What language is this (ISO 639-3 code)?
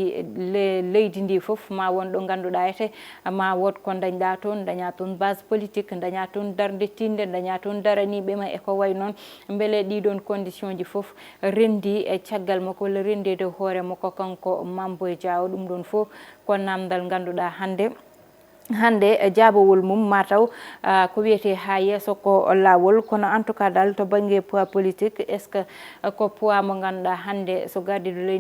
ful